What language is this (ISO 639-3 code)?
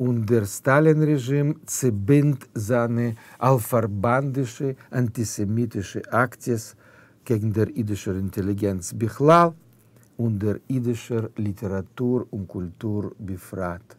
yid